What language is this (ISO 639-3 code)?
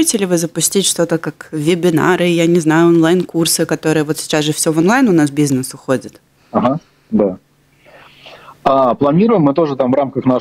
rus